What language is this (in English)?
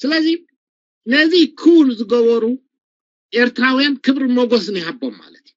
Tigrinya